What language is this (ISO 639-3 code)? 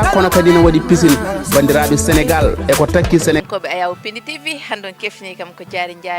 ful